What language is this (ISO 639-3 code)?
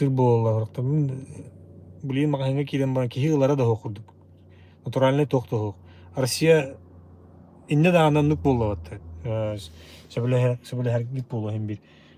sah